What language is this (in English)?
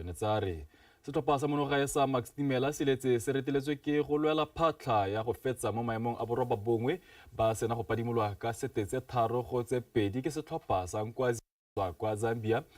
Tswana